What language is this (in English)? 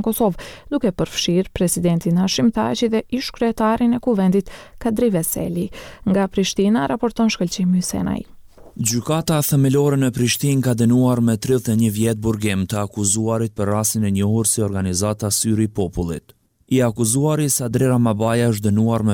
Albanian